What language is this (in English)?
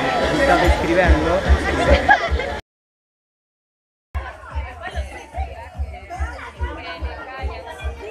Italian